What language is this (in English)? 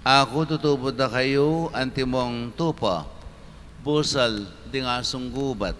Pampanga